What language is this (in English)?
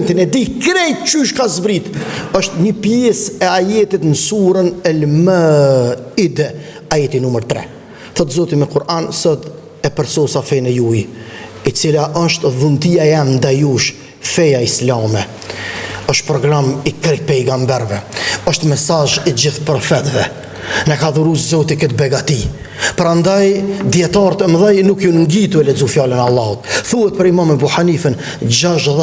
Albanian